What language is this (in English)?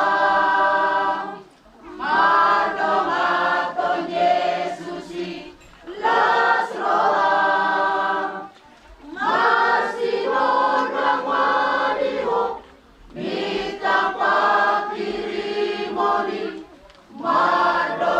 Batak Toba